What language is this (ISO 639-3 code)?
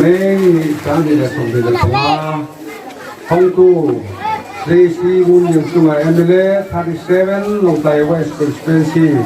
ria